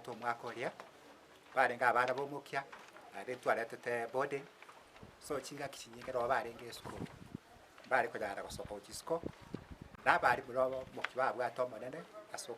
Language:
Gusii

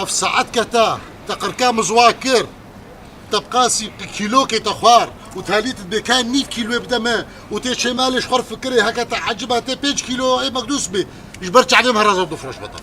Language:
Kurdish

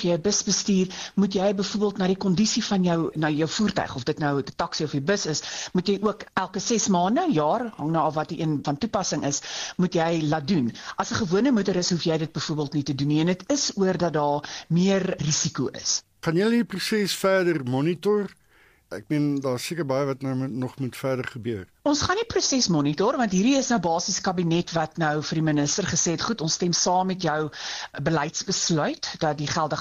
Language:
Afrikaans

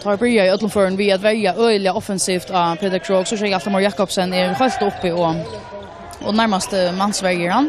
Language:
Faroese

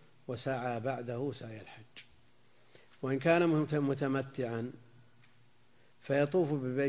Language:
Arabic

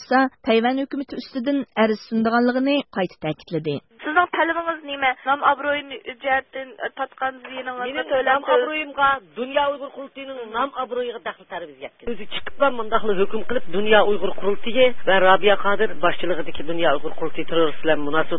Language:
Uyghur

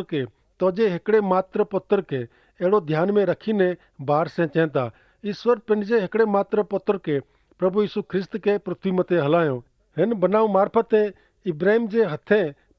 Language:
Kachhi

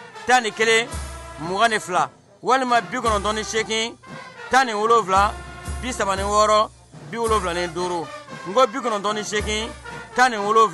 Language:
Bambara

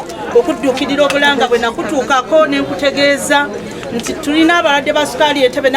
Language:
Ganda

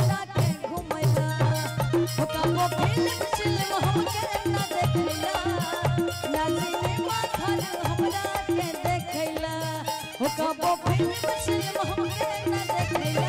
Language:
Bhojpuri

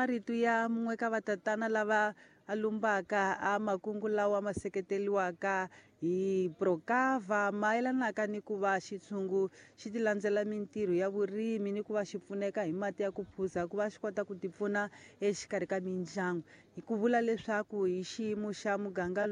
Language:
Tsonga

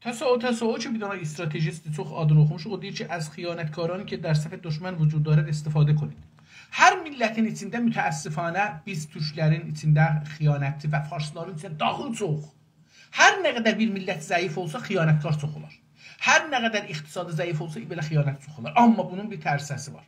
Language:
South Azerbaijani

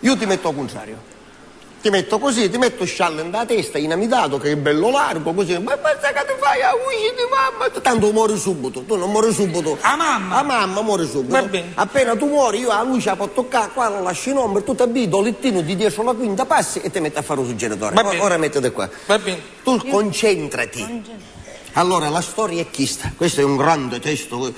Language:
Sicilian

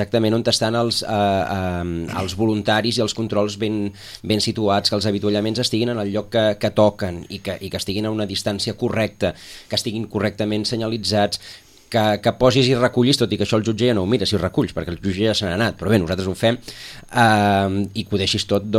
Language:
Catalan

